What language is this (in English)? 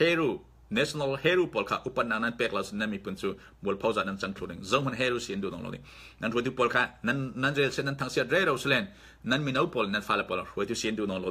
Falam Chin